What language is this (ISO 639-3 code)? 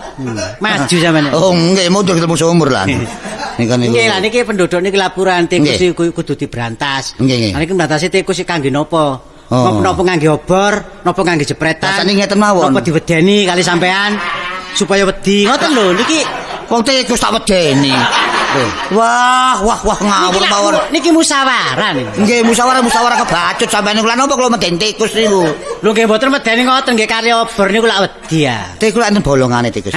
jav